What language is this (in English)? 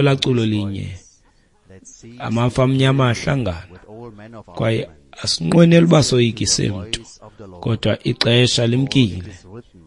Xhosa